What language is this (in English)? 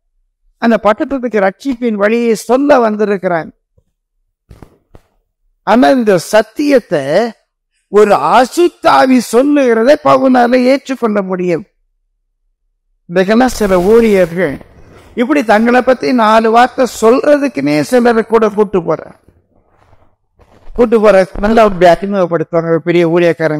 Tamil